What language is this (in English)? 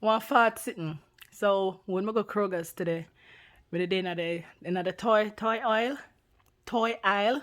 Jamaican Creole English